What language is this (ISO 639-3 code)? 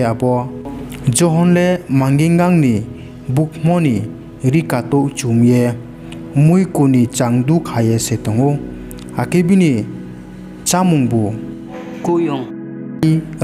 ria